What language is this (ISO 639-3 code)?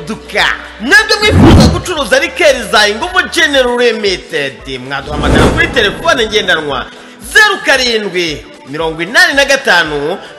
kin